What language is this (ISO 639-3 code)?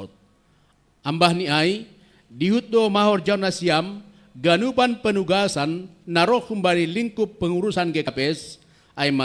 bts